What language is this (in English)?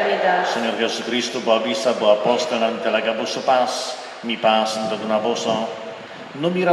Papiamento